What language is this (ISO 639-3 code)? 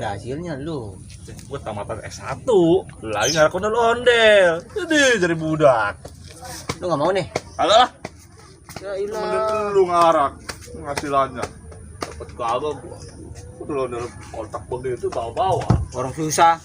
bew